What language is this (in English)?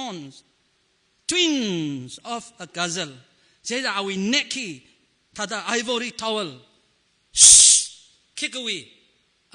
Tangkhul Naga (India)